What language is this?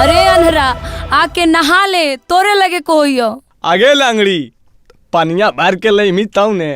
Magahi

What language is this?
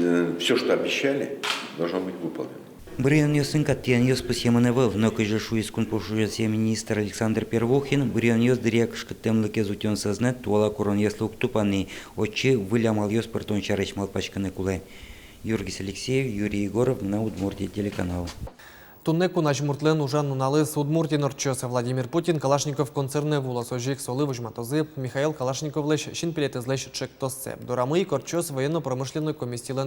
Udmurt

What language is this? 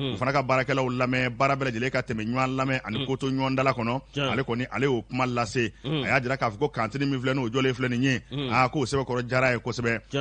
Bambara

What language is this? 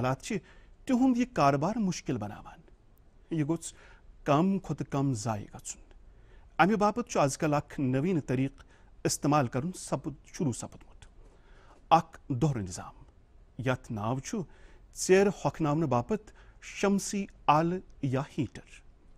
Kashmiri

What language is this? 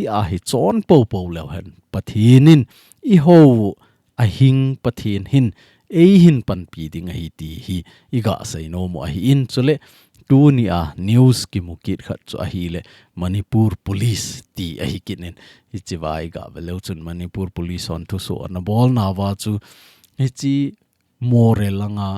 Thado Chin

